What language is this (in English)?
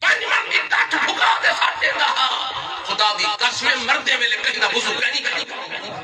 Saraiki